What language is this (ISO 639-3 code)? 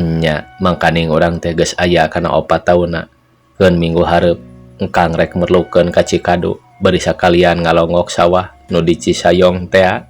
sun